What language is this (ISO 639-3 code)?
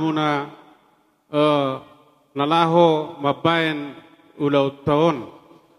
bbc